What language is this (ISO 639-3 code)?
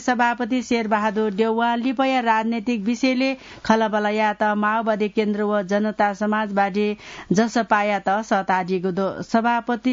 new